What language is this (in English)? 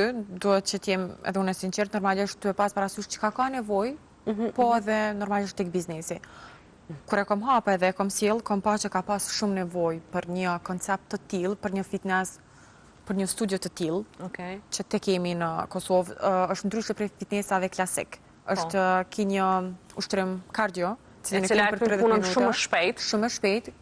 Albanian